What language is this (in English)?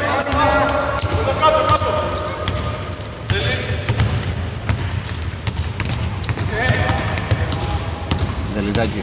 Greek